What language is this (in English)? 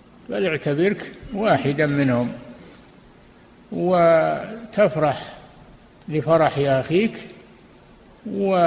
Arabic